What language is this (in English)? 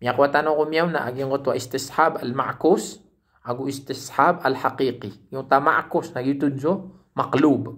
Maranao